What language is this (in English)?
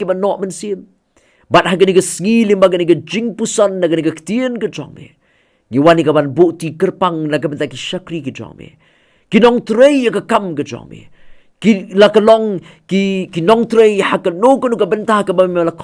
Khasi